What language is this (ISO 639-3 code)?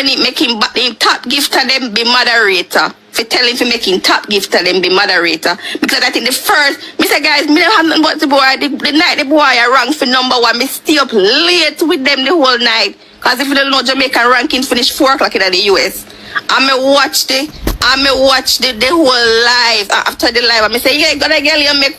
jam